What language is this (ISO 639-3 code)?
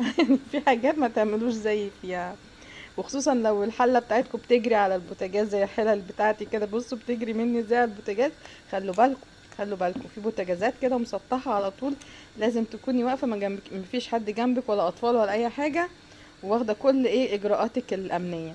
arz